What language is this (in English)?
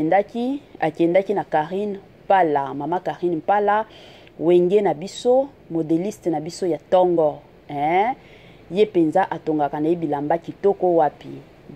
Lingala